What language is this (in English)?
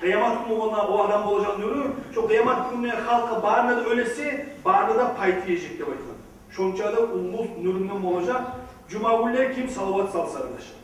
Kumyk